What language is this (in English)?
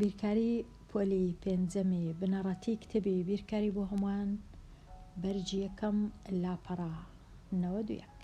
Central Kurdish